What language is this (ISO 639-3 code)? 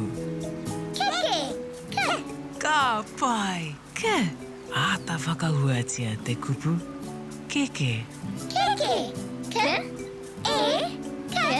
mri